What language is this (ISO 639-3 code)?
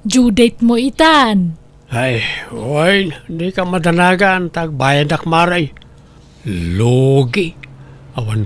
ilo